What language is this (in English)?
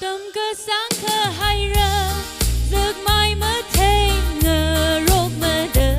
Tangkhul Naga (India)